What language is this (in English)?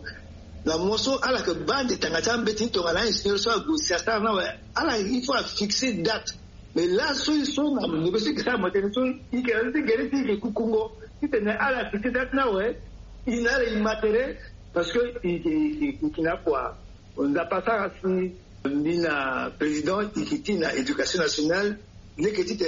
Sango